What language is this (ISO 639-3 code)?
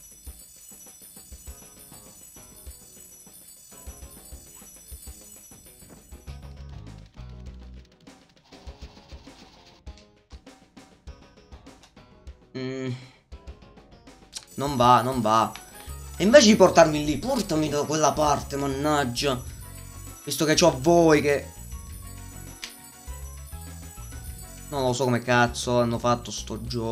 ita